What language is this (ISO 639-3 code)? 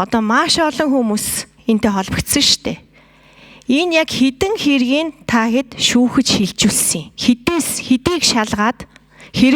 mon